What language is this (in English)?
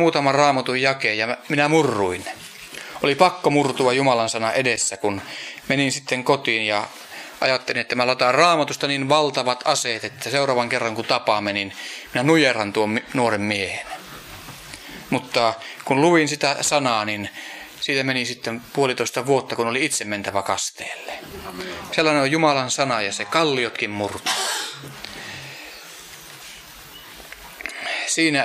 Finnish